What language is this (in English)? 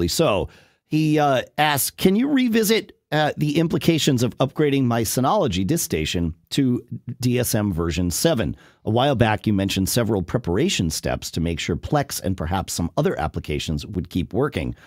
English